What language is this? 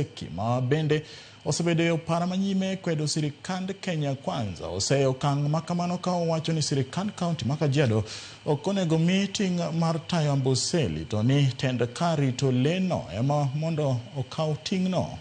Luo (Kenya and Tanzania)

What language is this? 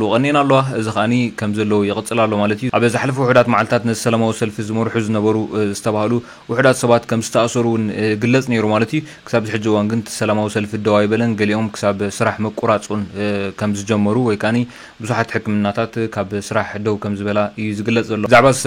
Tigrinya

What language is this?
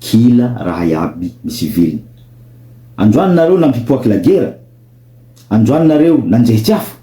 Malagasy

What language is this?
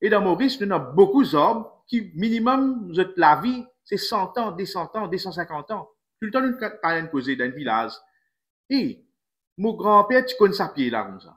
Morisyen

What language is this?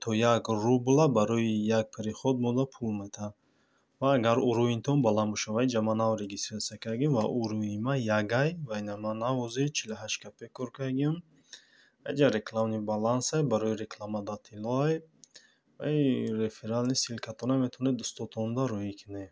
Tajik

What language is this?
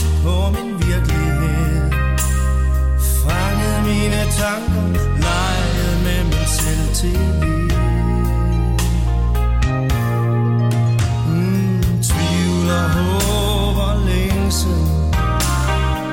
Danish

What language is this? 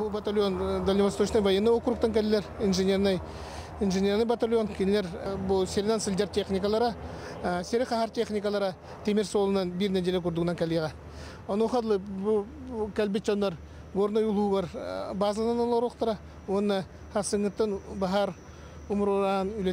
Yakut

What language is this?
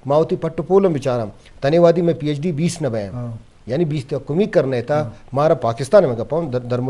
Eastern Balochi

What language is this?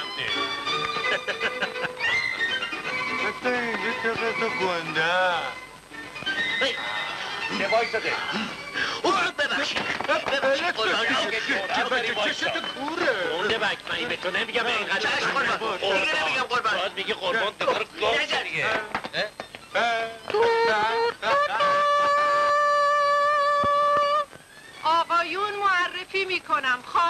Persian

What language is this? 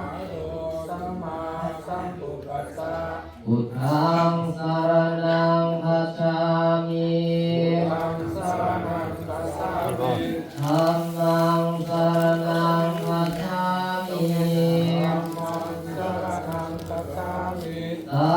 Pali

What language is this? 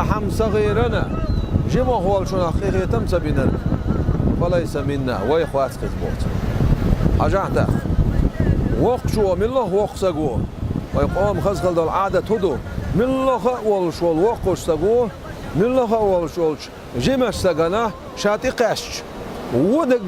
Chechen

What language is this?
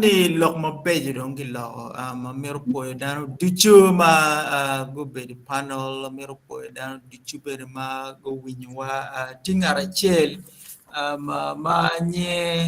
Acoli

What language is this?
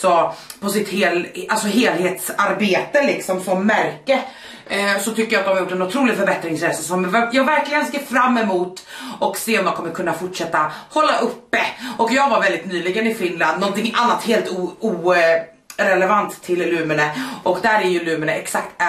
Swedish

